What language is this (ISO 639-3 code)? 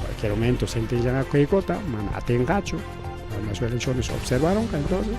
quy